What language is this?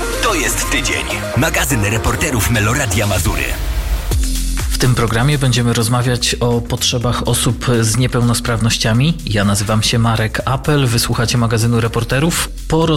Polish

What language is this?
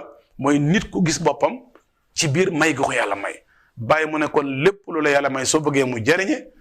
Wolof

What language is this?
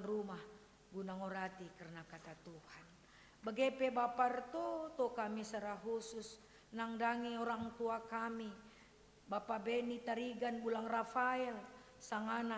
Batak Karo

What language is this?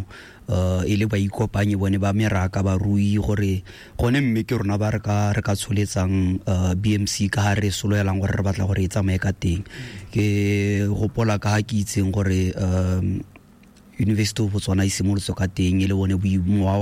Tswana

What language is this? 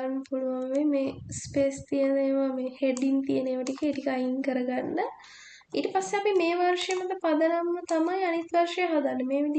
Sinhala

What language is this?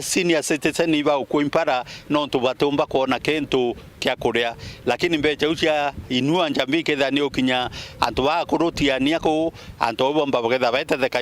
Meru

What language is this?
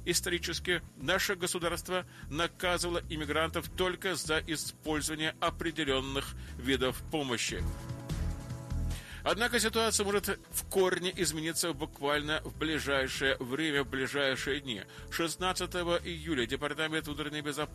Russian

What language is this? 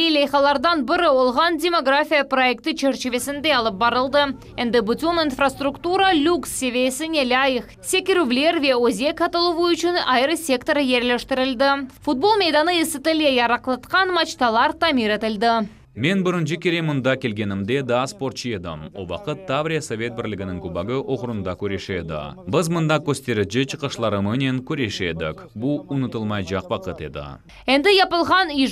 Crimean Tatar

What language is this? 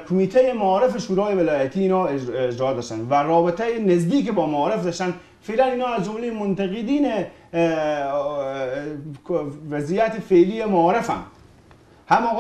Persian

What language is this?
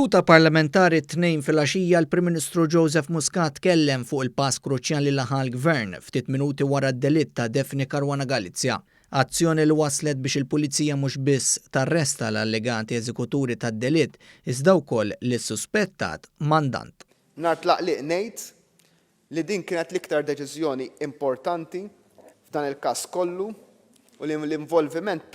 Maltese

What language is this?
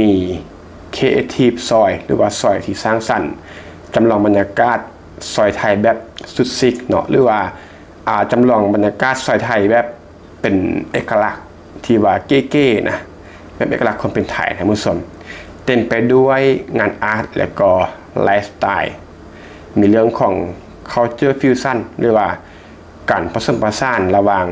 Lao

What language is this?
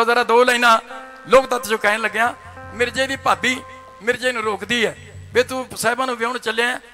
Punjabi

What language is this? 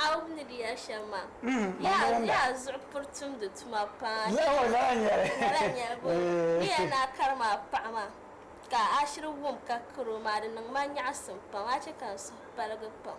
Dagbani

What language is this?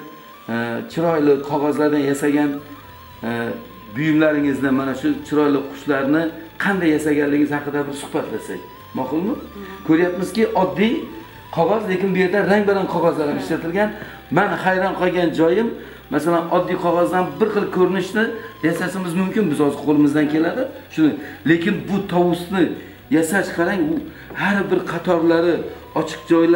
Uzbek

